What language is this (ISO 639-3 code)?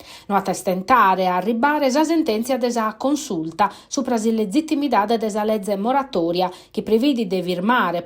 srd